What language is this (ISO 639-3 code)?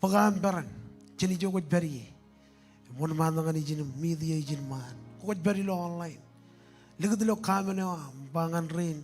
mah